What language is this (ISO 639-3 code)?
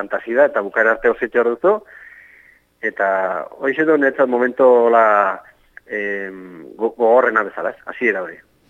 eus